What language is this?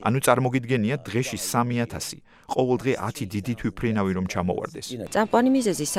Georgian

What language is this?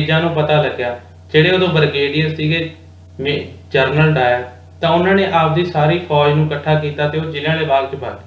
Punjabi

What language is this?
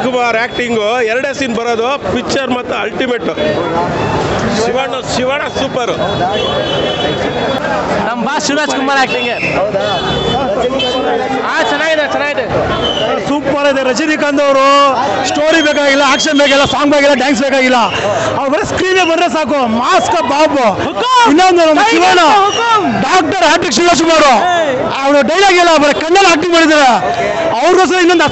Kannada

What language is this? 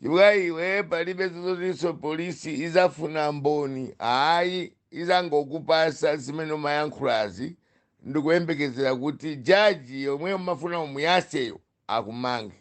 Nyanja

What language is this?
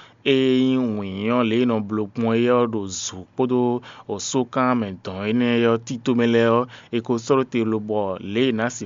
Fon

